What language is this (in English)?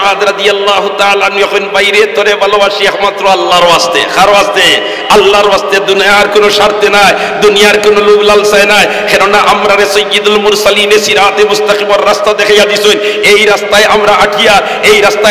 Sylheti